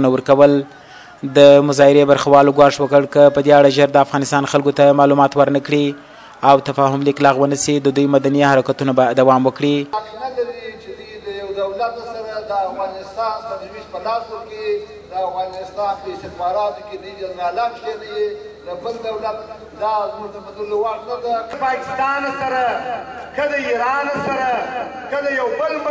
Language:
Pashto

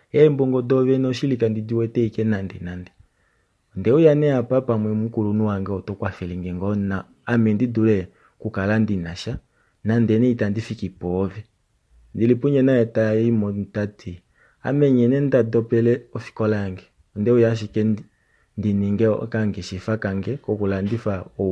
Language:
Kuanyama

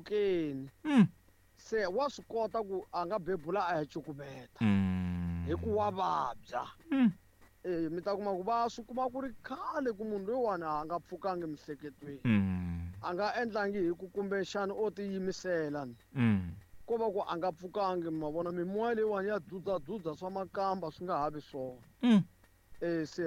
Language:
Tsonga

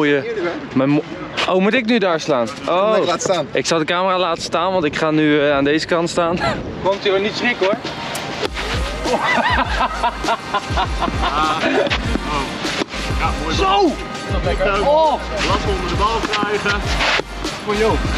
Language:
Dutch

